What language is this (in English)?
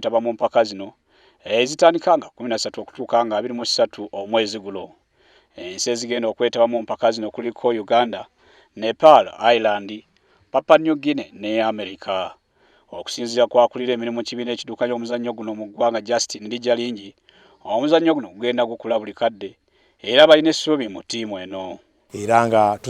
Ganda